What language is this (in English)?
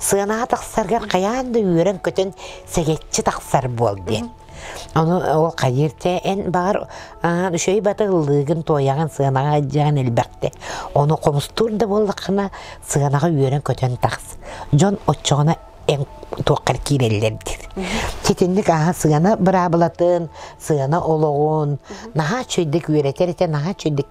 Yakut